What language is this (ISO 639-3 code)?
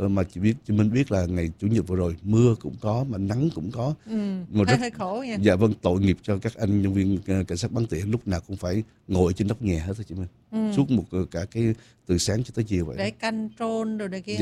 vie